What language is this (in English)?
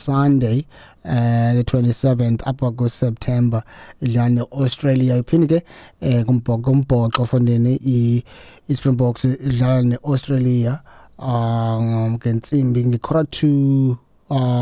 Xhosa